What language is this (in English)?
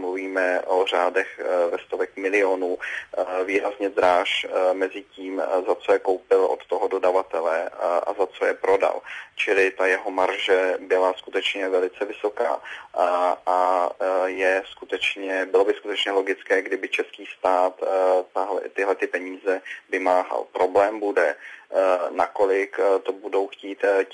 Czech